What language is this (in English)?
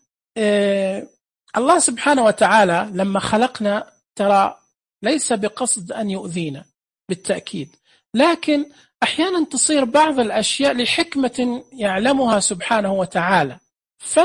Najdi Arabic